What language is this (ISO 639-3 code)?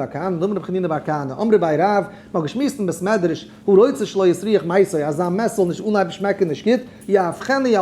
yid